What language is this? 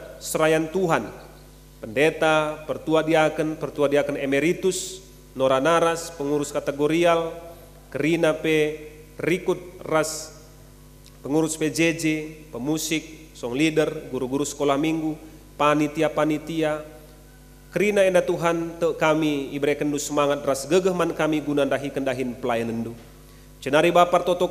Batak Karo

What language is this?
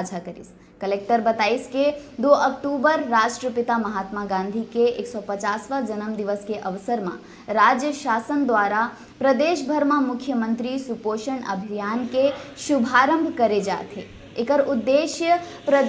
Chhattisgarhi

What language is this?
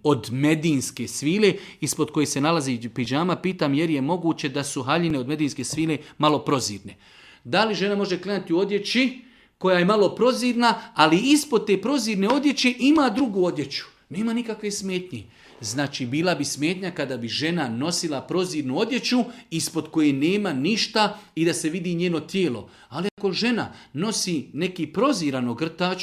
Serbian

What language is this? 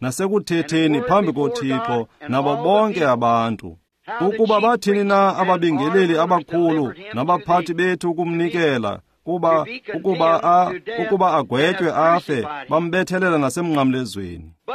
Xhosa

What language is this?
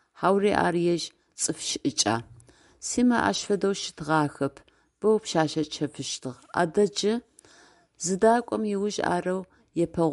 Adyghe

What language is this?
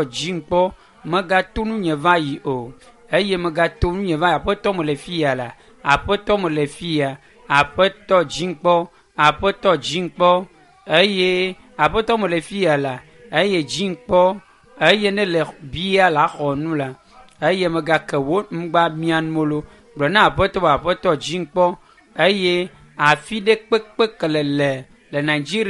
Ewe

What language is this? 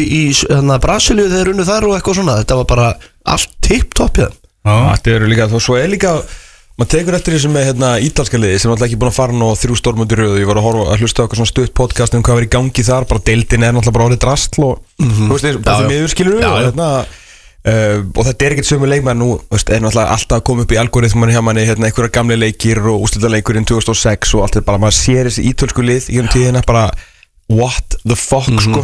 Icelandic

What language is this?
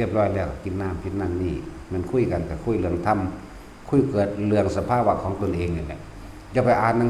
Northeastern Thai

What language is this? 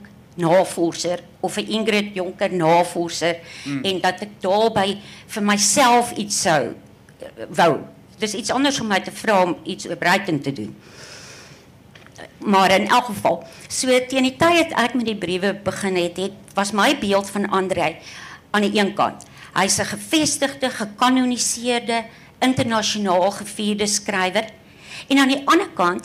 Afrikaans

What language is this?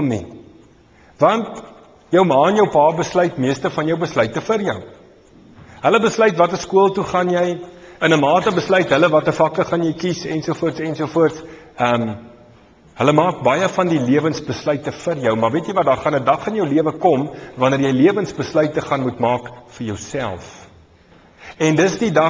Afrikaans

